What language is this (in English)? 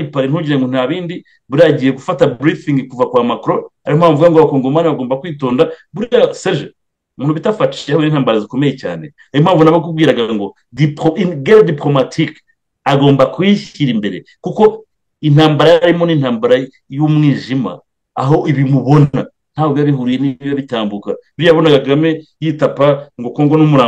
Kinyarwanda